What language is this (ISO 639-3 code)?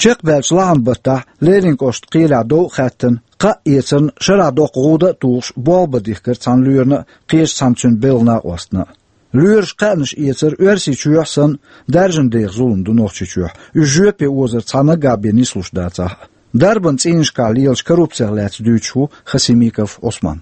che